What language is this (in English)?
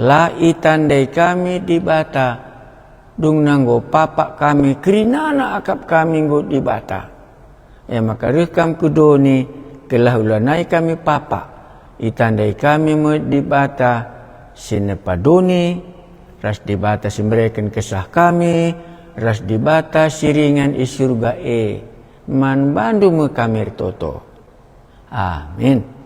Batak Karo